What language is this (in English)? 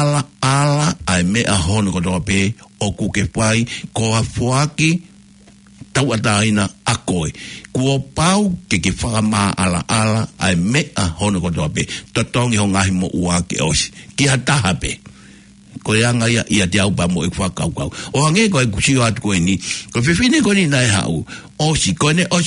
Tongan